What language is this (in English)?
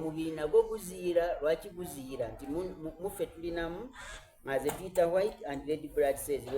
Soga